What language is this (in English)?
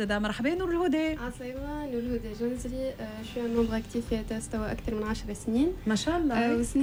Tunisian Arabic